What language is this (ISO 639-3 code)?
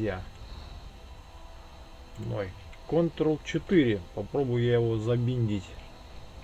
rus